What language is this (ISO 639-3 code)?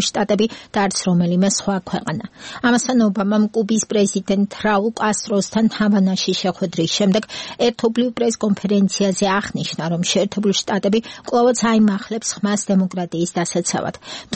kat